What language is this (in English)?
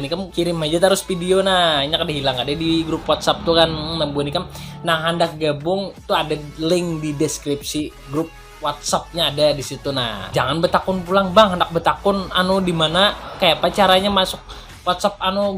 Banjar